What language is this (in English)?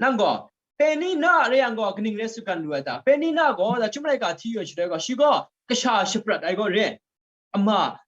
Kachin